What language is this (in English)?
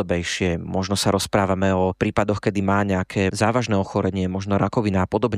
Slovak